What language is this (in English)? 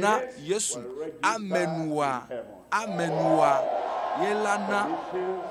Ewe